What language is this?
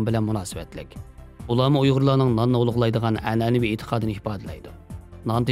Uyghur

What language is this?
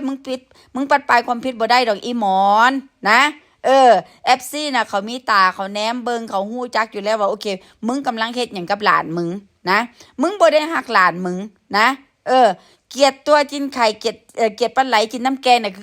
Northeastern Thai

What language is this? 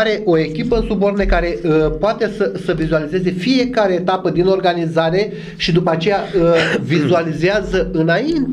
Romanian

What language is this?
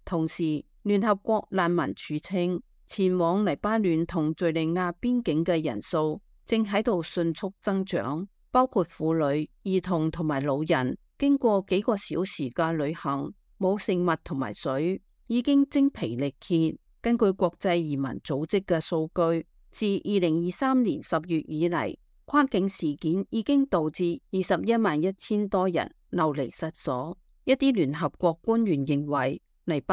Cantonese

